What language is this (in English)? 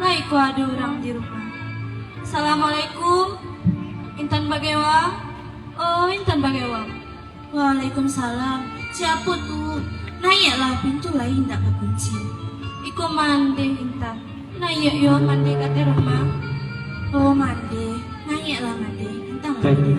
Minangkabau